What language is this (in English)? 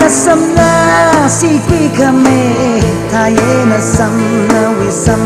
Tangkhul Naga (India)